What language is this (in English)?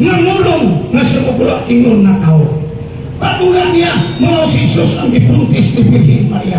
Cebuano